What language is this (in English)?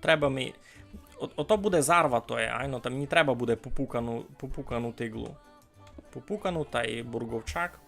Rusyn